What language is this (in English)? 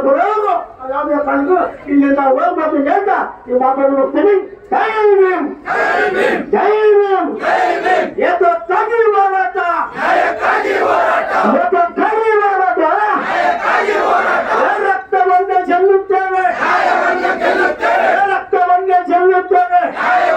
Kannada